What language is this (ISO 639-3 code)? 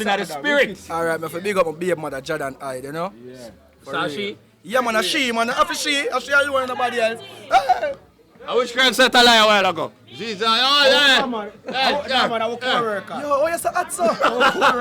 jam